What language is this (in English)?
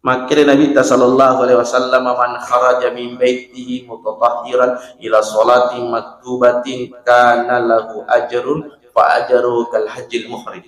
Buginese